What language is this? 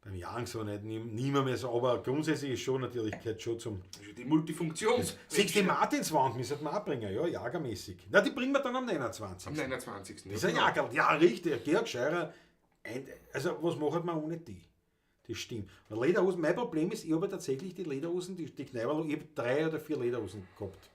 Bavarian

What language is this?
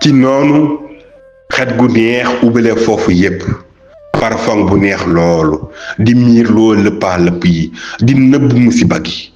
Wolof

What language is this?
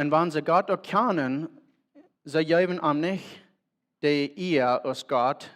Plautdietsch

